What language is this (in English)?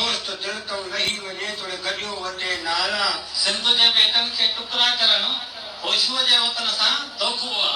Sindhi